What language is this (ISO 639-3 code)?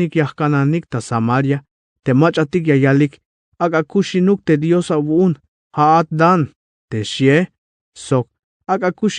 tzh